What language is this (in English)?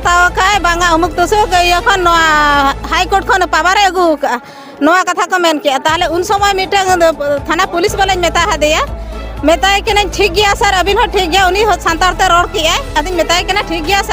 Santali